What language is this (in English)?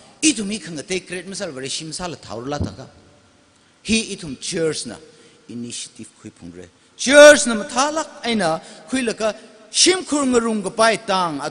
Tangkhul Naga (India)